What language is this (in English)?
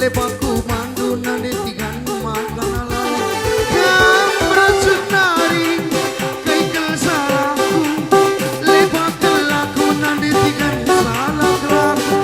Batak Karo